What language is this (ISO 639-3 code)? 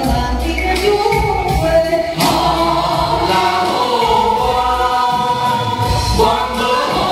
vie